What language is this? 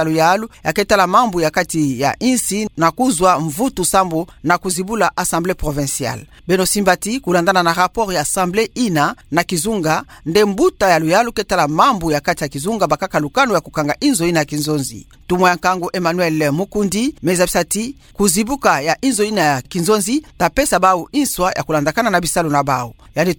Kituba (Democratic Republic of Congo)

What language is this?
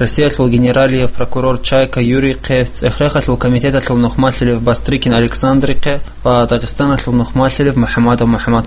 Avaric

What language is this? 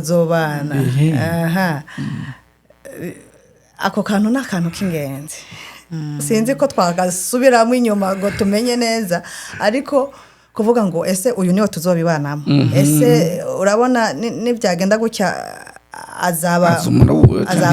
Rundi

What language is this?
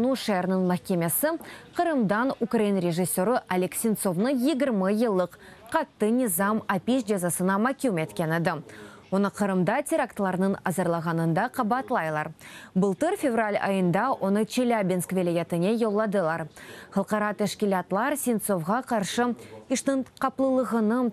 Crimean Tatar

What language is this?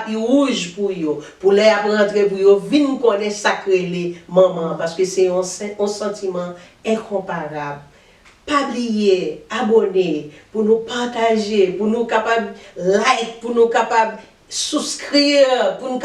Haitian Creole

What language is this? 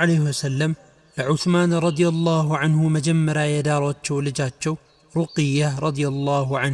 Amharic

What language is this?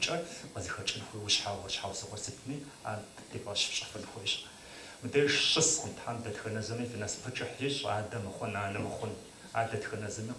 Kabardian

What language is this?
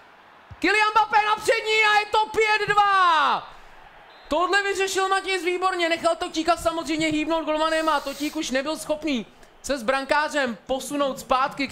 Czech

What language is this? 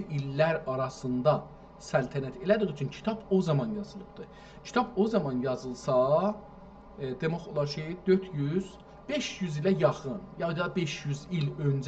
South Azerbaijani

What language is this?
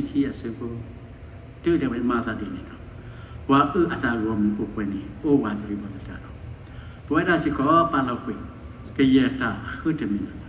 S'gaw Karen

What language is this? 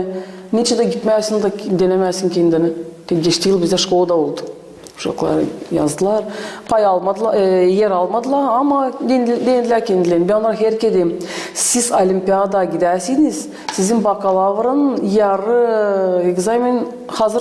Gagauz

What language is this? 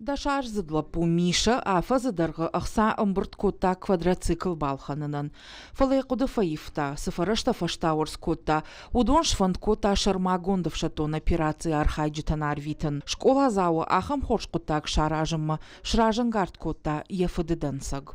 Ossetic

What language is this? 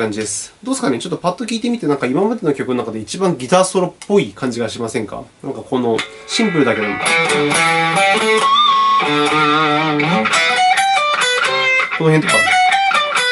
Japanese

